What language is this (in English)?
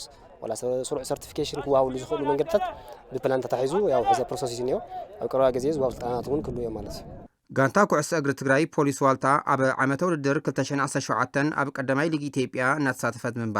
Tigrinya